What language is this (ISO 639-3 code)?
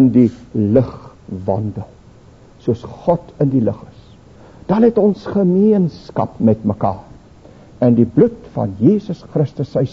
afr